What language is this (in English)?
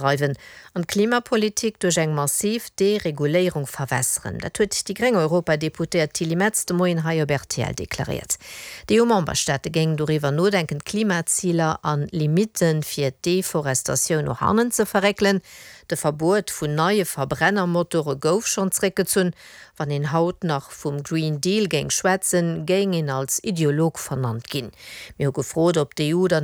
Luxembourgish